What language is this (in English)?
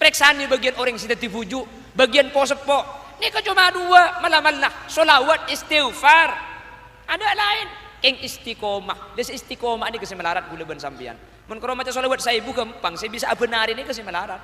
Madurese